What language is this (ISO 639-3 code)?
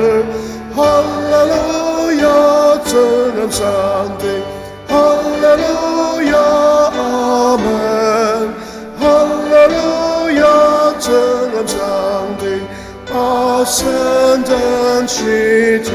njo